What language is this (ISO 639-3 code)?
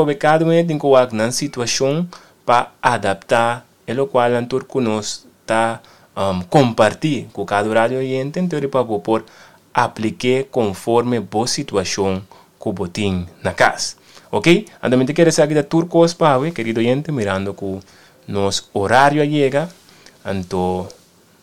pap